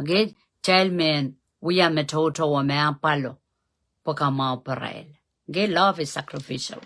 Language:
Pohnpeian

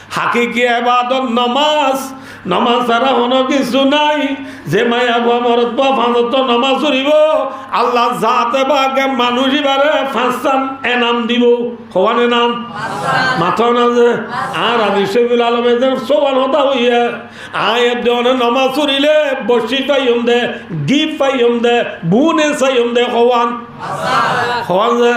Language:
Rohingya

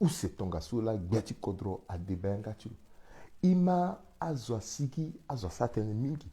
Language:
Sango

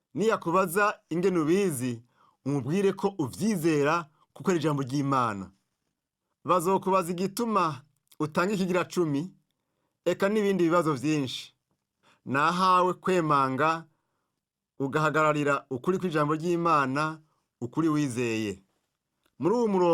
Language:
Rundi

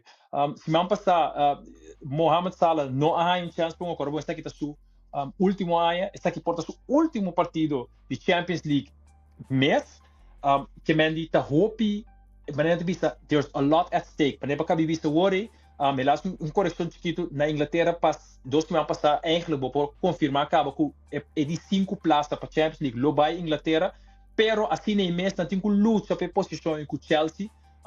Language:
Papiamento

